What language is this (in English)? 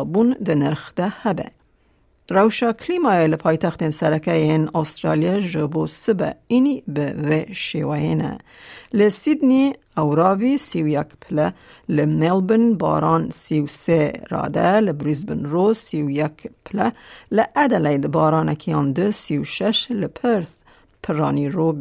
Kurdish